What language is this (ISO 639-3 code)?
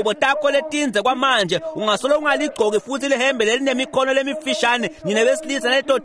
ssw